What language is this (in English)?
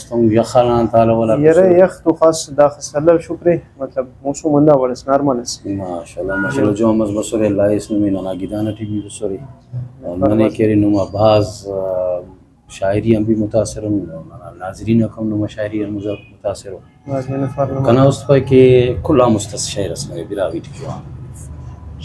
Brahui